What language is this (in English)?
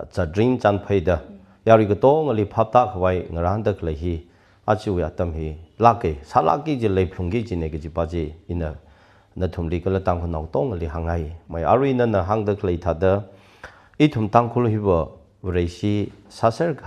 Tangkhul Naga (India)